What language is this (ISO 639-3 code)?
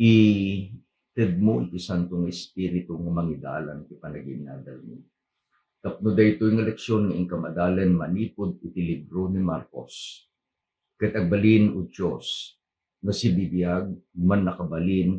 ilo